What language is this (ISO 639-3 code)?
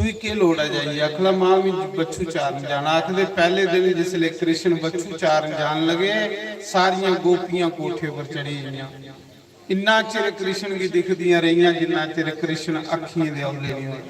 doi